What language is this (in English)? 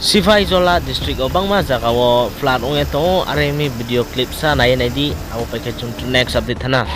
Riang (India)